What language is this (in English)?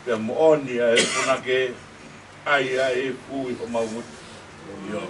Tongan